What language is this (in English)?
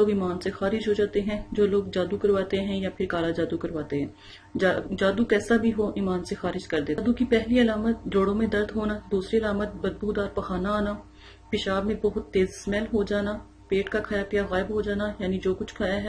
Urdu